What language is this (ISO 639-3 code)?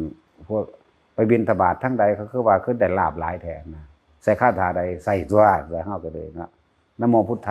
tts